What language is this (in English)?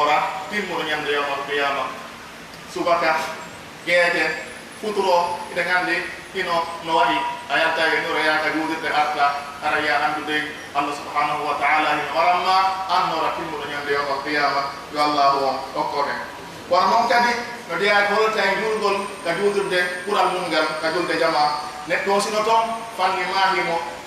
Pular